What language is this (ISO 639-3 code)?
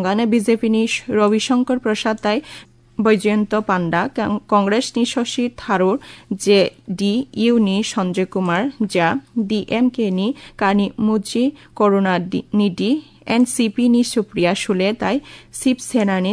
trp